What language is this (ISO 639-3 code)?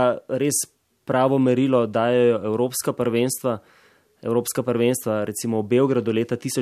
slv